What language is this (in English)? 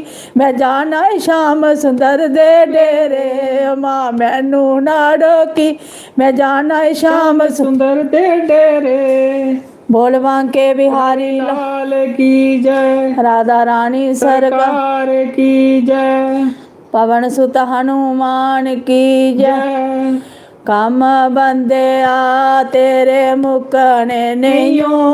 Dogri